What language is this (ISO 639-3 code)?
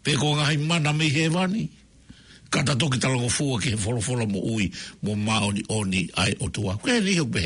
ton